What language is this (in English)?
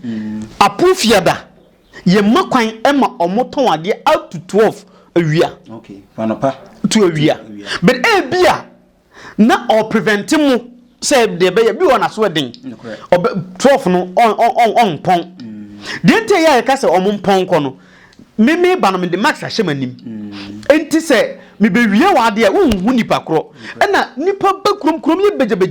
Akan